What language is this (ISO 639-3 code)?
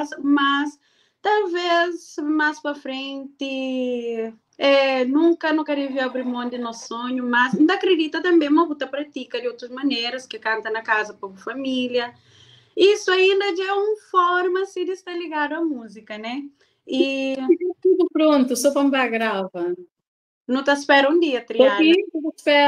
kea